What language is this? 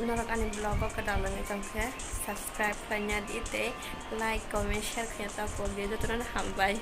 Kok Borok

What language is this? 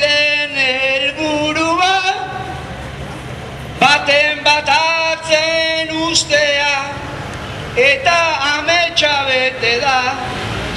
Basque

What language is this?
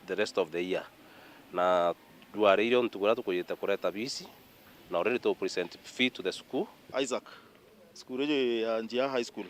Meru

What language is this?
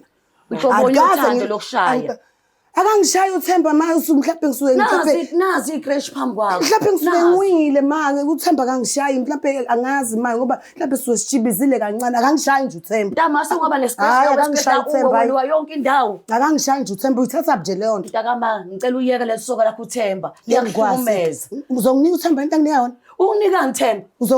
Zulu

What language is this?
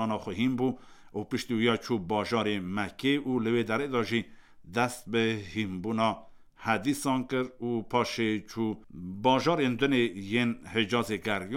Kurdish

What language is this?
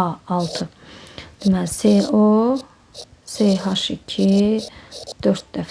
Azerbaijani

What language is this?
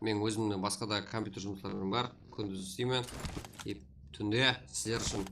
Kara-Kalpak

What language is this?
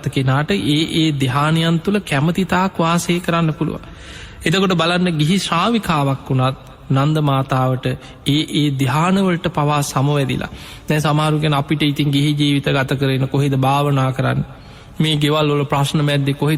Sinhala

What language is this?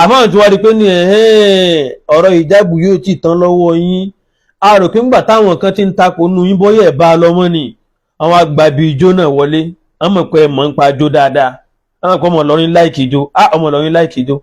Yoruba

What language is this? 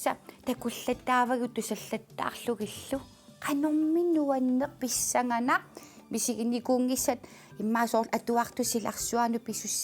Kalaallisut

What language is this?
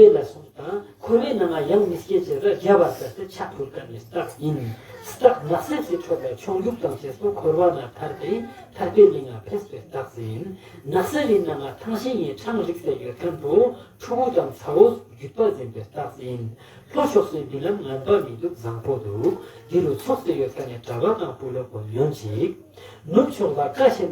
Ladakhi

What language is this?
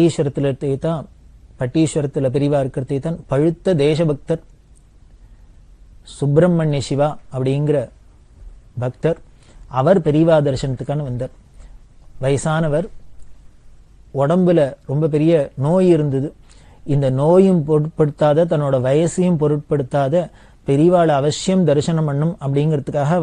Tamil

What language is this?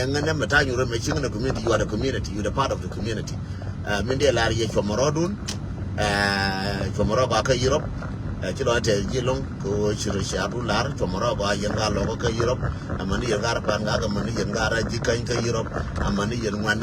Nuer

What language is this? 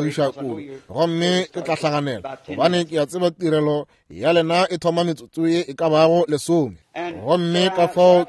Northern Sotho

